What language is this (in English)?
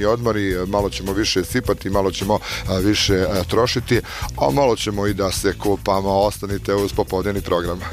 Bosnian